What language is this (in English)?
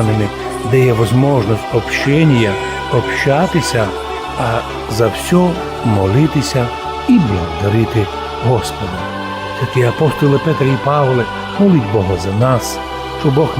Rusyn